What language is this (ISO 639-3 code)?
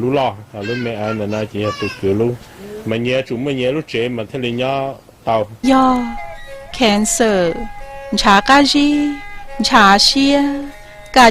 hmn